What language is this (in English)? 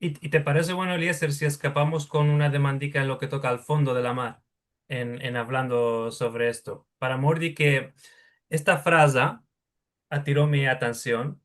Ladino